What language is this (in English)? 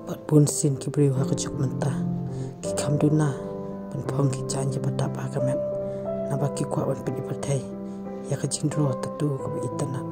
Khasi